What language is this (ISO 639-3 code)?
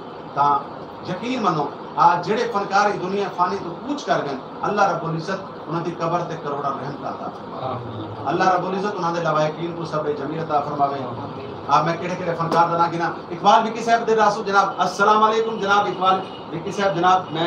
skr